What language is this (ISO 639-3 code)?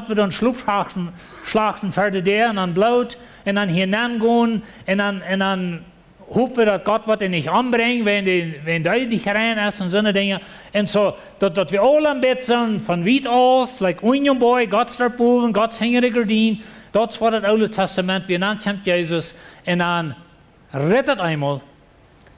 pdt